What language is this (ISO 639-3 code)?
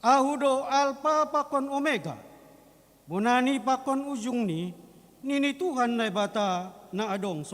bts